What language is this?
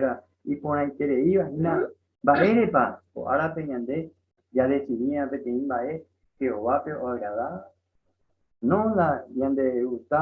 Guarani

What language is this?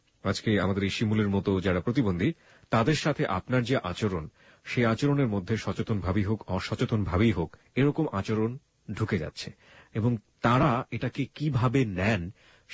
Bangla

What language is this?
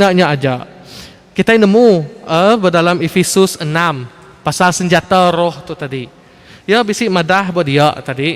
Iban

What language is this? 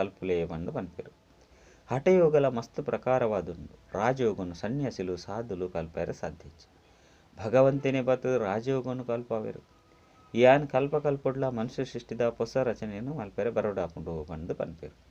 Tulu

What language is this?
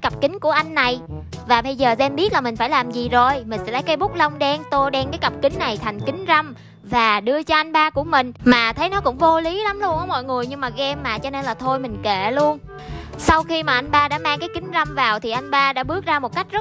Vietnamese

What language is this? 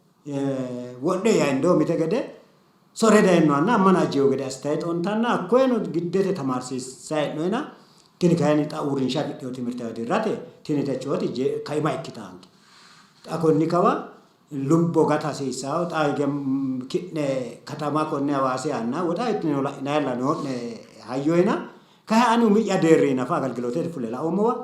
Sidamo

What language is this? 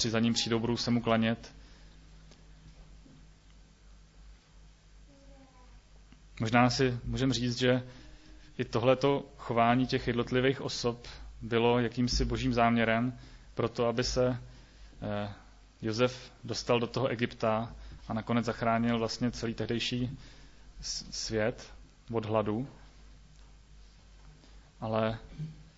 Czech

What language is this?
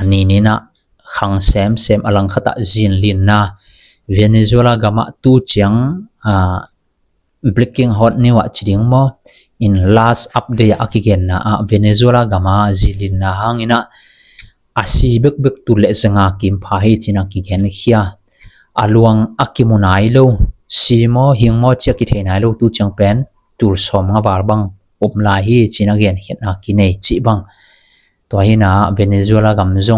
Tedim Chin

